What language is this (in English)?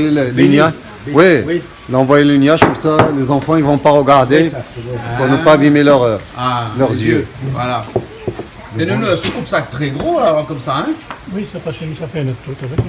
Réunion Creole French